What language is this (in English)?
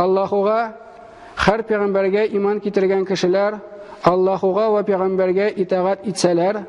Tatar